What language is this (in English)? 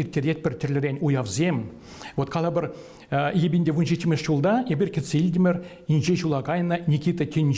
Chuvash